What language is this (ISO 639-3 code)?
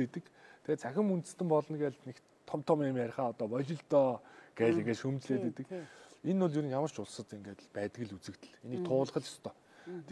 mon